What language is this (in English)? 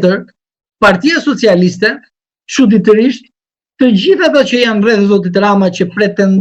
Albanian